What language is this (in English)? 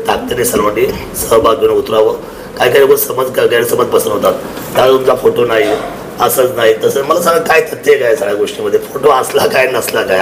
Marathi